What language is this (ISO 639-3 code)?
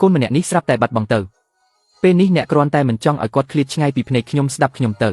khm